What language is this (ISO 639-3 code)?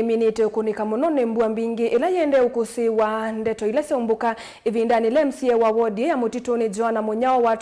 kam